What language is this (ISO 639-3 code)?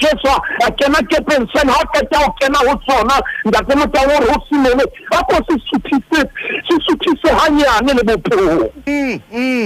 sot